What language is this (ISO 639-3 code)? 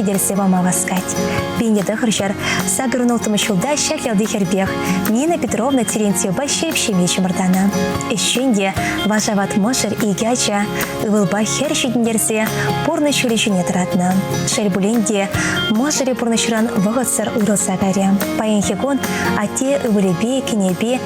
chv